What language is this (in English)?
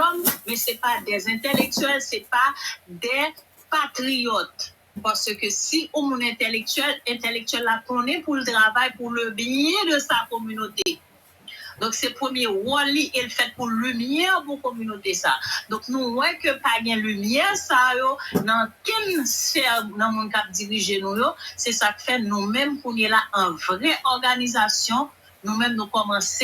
Haitian Creole